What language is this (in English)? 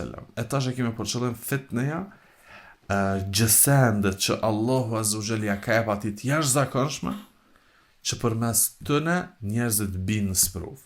Albanian